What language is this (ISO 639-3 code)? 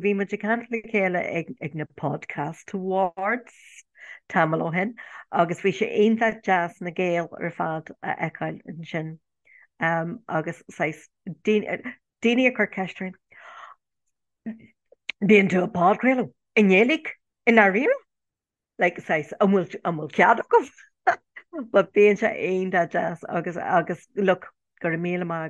gle